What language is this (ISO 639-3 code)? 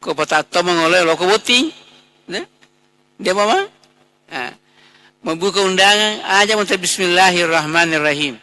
bug